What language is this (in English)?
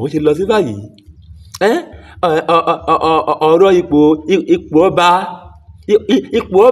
Yoruba